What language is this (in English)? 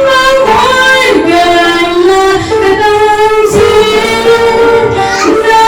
Central Mnong